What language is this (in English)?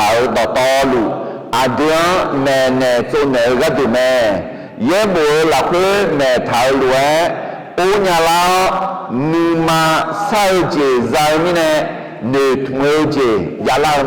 Akha